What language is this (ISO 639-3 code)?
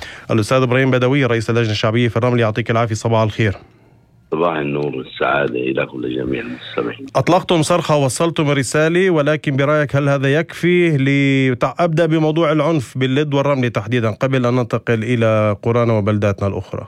apc